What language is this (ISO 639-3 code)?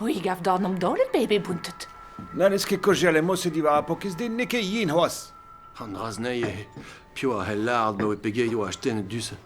bre